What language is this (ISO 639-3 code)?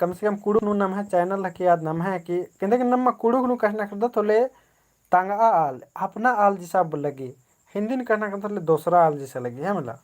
kru